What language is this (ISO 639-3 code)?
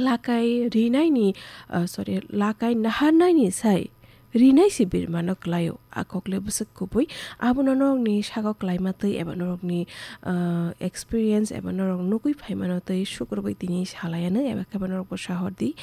trp